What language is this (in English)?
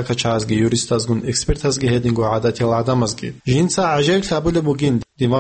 Avaric